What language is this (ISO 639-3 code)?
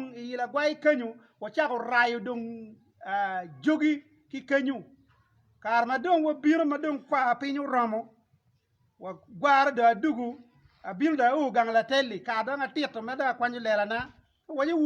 ach